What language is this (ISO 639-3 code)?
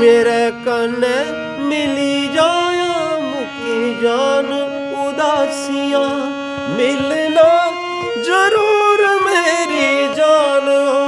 doi